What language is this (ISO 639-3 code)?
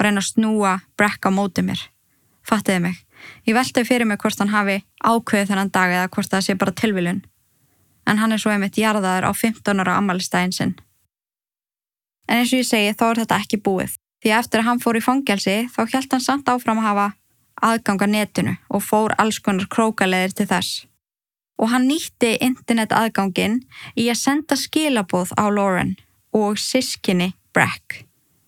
isl